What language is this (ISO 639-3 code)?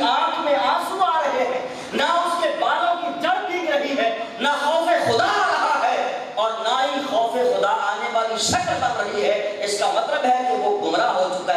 urd